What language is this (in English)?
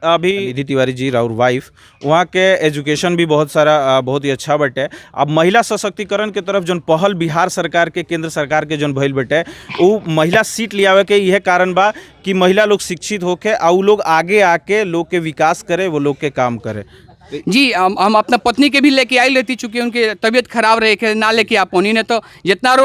Bhojpuri